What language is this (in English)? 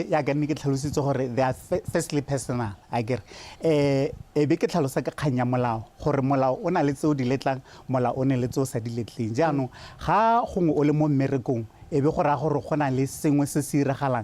Tswana